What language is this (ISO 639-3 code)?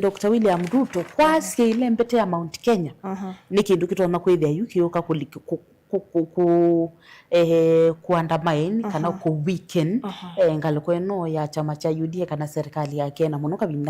kam